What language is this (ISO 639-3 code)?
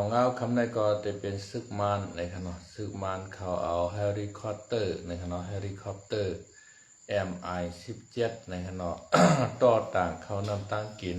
shn